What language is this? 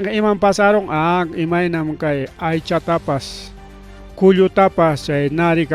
Ayacucho Quechua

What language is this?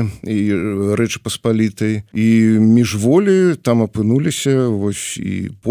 Belarusian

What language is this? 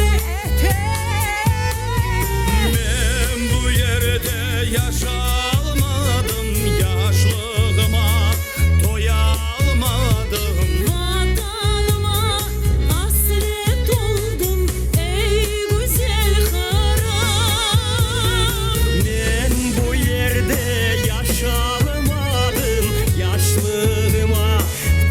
Crimean Tatar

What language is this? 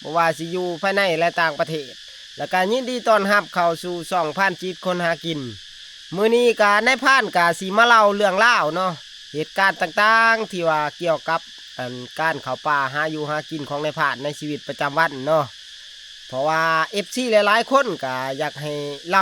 Northeastern Thai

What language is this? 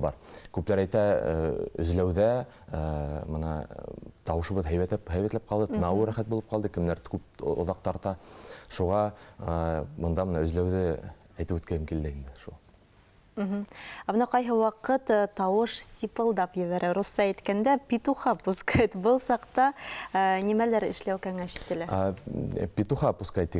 Bashkir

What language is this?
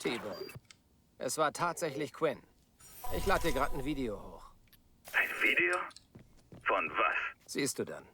Bavarian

